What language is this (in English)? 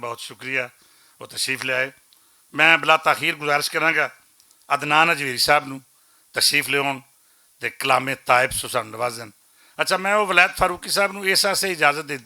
Western Panjabi